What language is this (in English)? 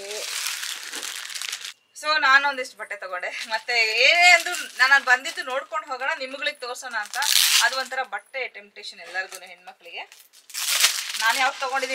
Kannada